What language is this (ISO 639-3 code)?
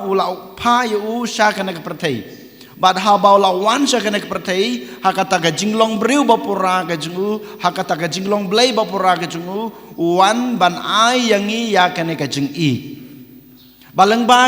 kha